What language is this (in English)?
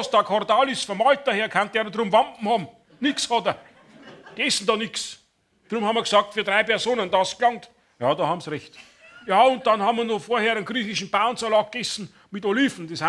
Bavarian